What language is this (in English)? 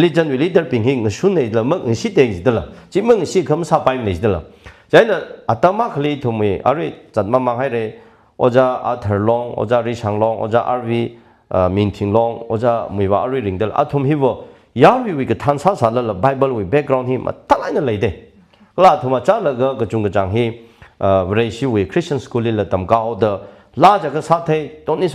Tangkhul Naga (India)